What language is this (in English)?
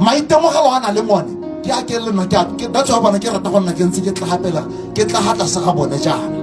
Tswana